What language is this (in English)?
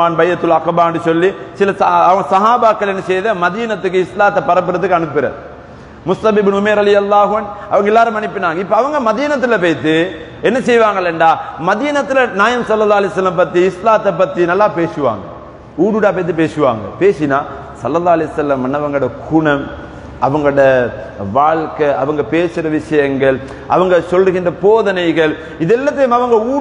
Tamil